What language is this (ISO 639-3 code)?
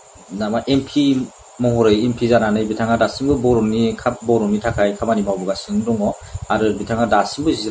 brx